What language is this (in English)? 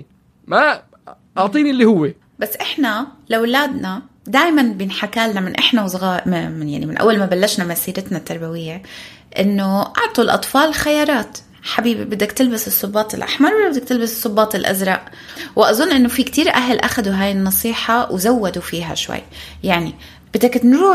North Levantine Arabic